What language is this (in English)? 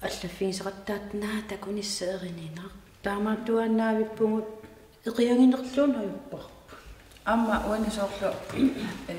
Kalaallisut